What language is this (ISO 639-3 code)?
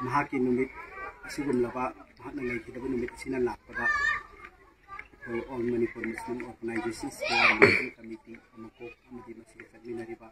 mni